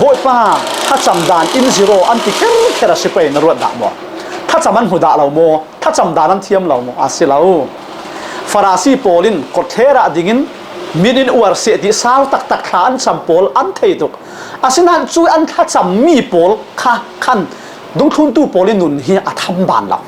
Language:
Falam Chin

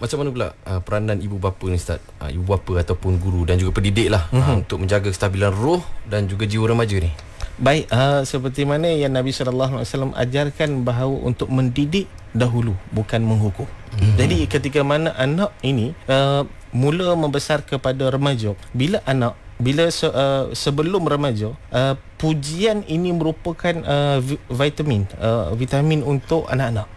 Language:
Malay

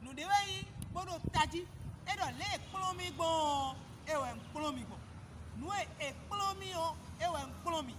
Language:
Fon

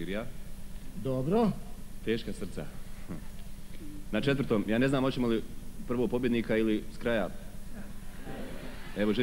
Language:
Croatian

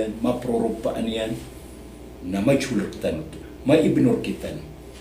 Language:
Maranao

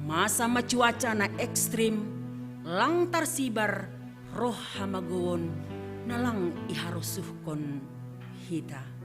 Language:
Batak Simalungun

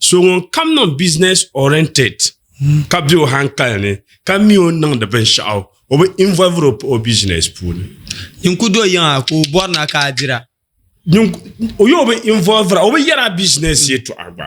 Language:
Dagbani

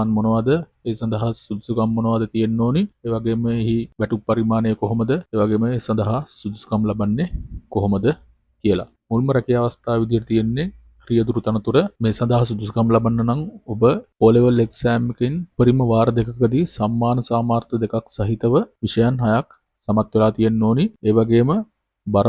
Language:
Sinhala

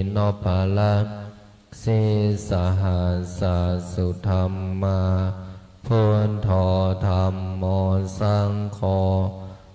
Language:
Pali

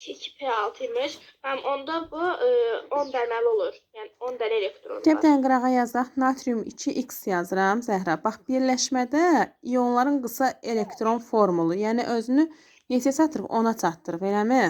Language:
Azerbaijani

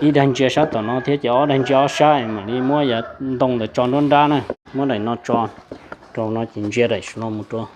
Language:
Hmong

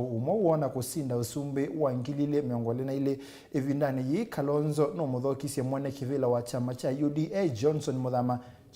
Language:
Kamba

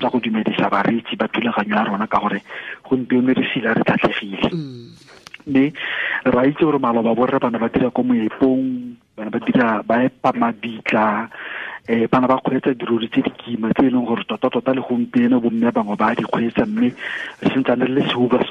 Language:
Tswana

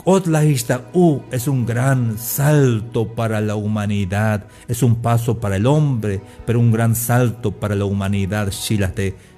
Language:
Tzeltal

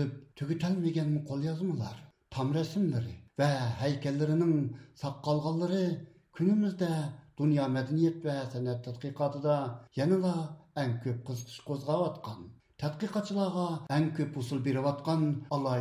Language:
Uyghur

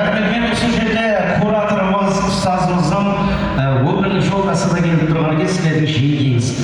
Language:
Kara-Kalpak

